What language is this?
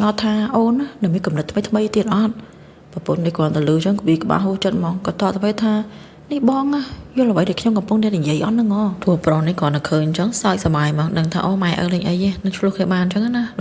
Khmer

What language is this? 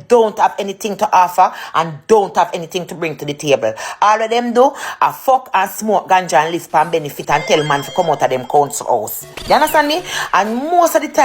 Jamaican Creole English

